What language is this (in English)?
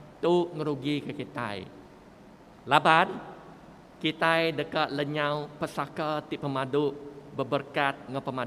Iban